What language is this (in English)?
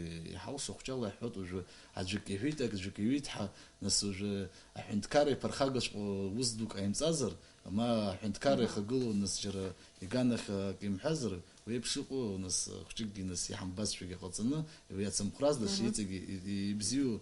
Abkhazian